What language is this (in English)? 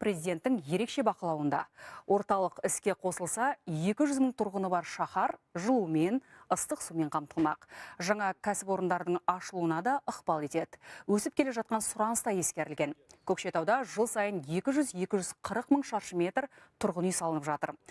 Kazakh